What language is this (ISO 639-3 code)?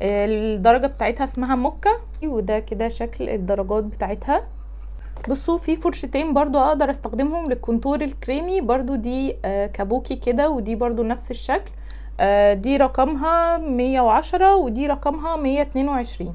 arz